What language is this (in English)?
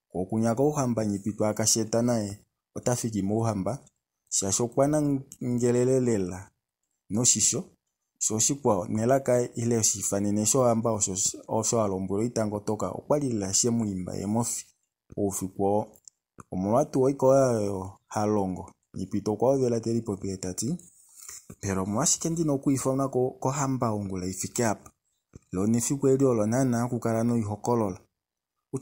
Kuanyama